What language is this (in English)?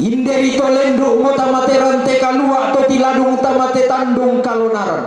Toraja-Sa'dan